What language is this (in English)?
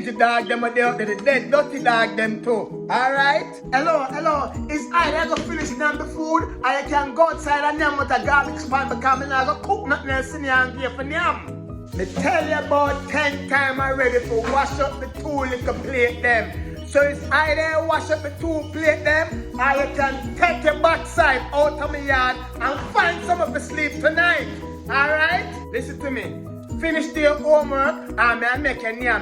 Jamaican Creole English